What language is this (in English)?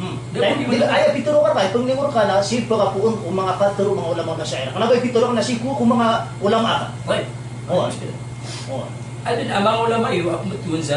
Maranao